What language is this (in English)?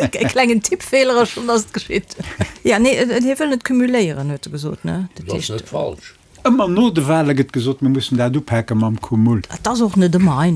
Luxembourgish